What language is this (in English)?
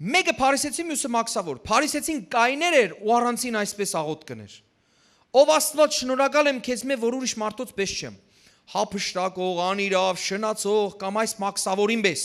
Western Armenian